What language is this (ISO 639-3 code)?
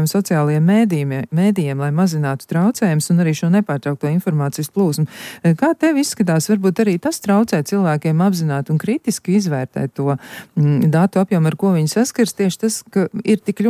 lav